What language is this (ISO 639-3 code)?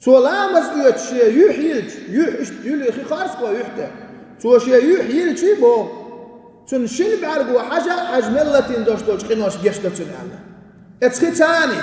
che